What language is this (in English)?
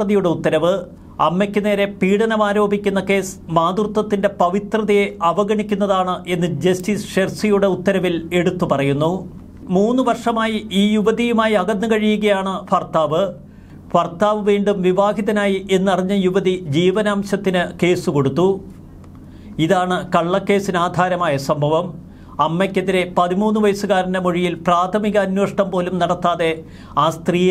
Malayalam